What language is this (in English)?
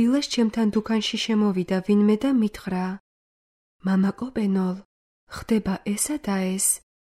Georgian